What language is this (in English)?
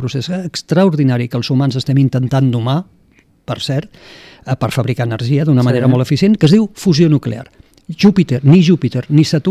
Catalan